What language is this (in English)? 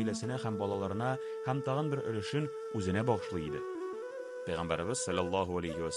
Tatar